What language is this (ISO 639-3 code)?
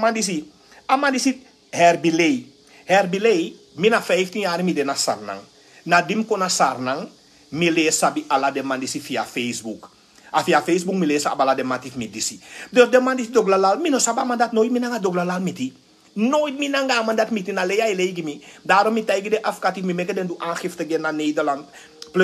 srn